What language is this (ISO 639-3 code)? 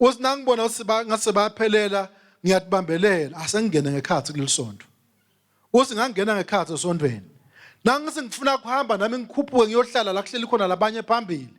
ssw